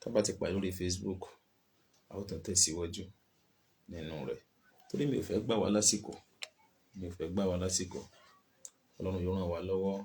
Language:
Yoruba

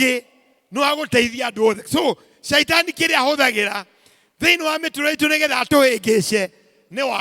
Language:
Kikuyu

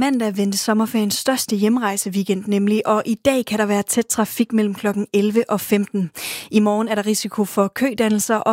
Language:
Danish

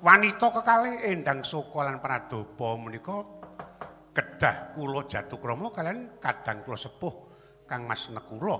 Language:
Javanese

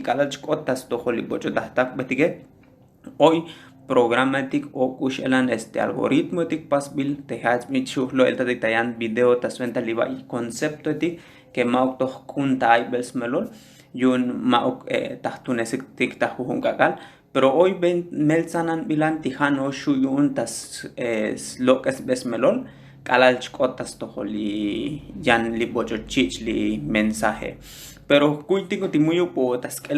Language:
Tzotzil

